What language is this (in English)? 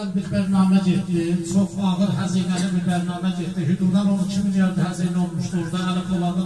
South Azerbaijani